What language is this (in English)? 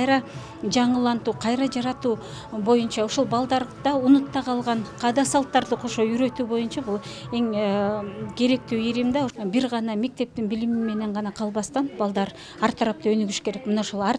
Kyrgyz